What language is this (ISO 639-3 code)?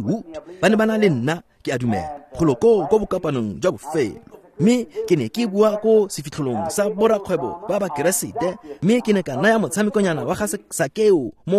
tsn